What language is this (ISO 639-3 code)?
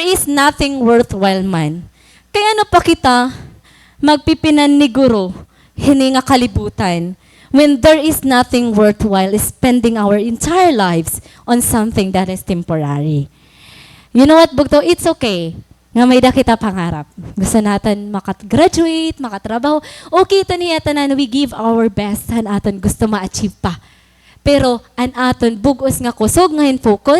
war